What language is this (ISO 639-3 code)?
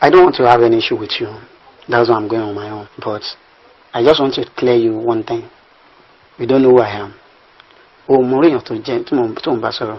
yor